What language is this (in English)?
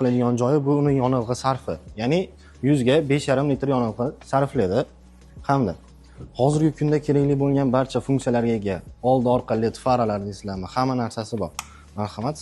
Uzbek